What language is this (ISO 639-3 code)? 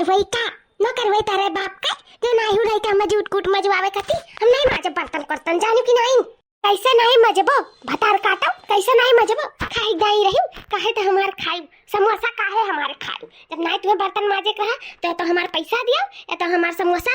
awa